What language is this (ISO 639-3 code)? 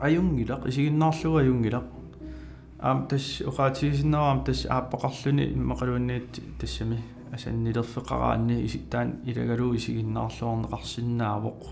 kal